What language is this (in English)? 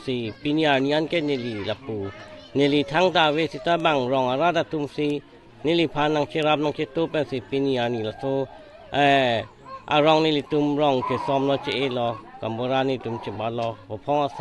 Karbi